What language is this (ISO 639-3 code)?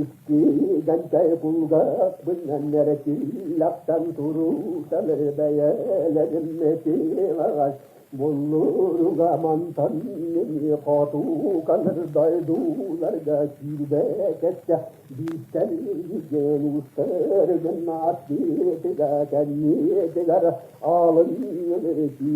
sah